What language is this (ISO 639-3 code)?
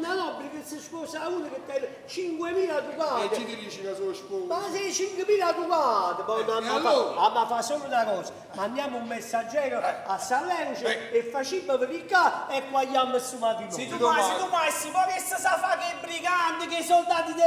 nap